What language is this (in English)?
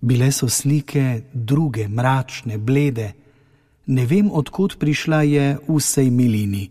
Slovenian